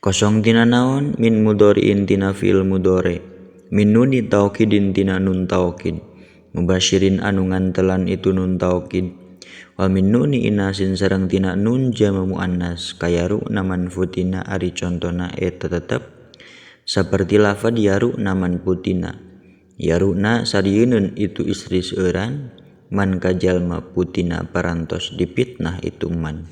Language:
Sundanese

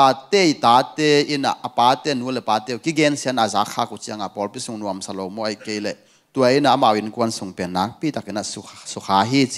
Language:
Tedim Chin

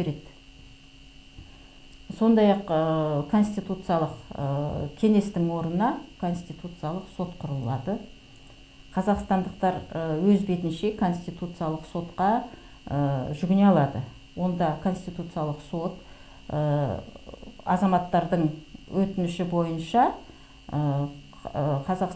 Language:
Kazakh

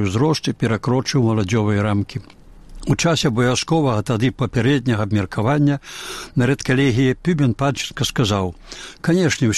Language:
Belarusian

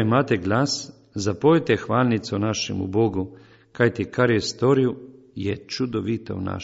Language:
Slovenian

